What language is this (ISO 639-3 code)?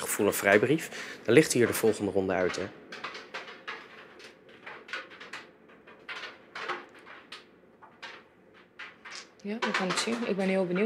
nld